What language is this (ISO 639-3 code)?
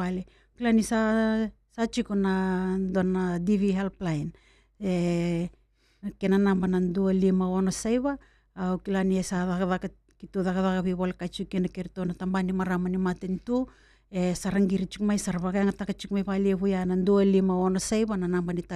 fij